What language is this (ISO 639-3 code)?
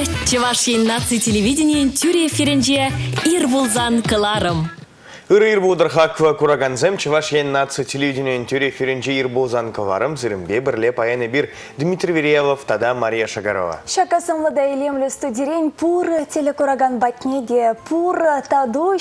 chv